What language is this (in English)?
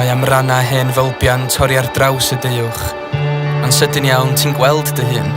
Welsh